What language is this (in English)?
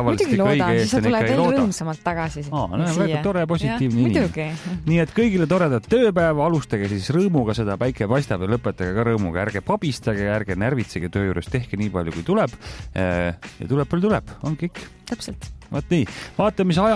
Estonian